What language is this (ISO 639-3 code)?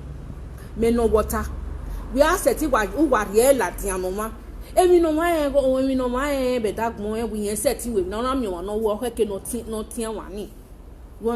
pcm